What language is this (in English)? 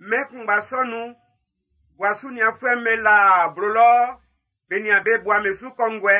Baoulé